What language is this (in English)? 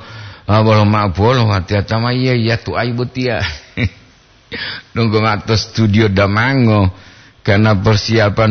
Gorontalo